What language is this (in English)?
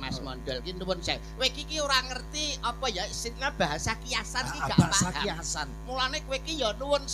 Javanese